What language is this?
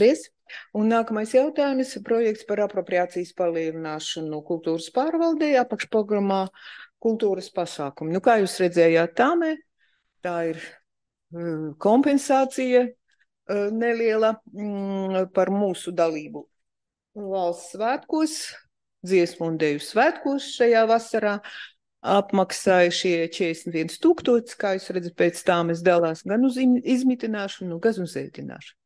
Latvian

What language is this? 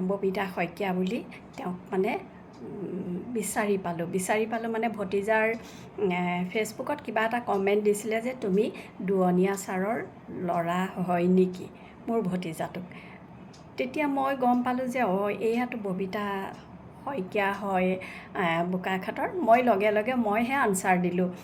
Assamese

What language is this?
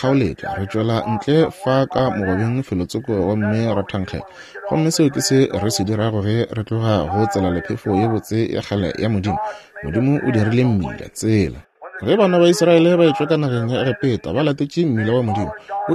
Northern Sotho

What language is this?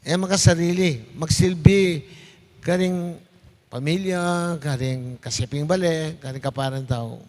Pampanga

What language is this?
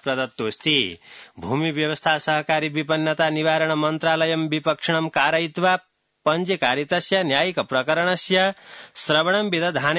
Sanskrit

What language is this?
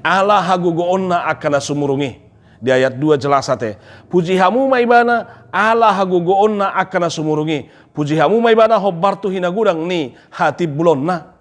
Batak Toba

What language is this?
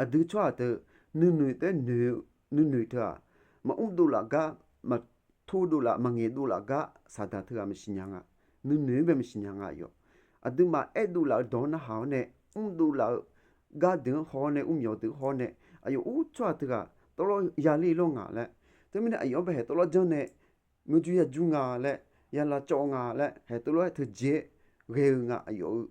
Akha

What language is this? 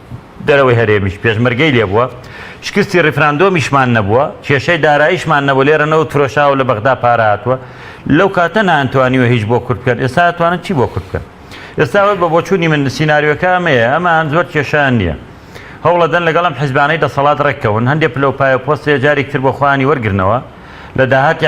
Central Kurdish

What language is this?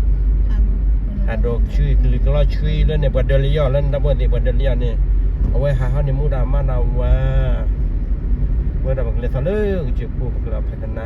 S'gaw Karen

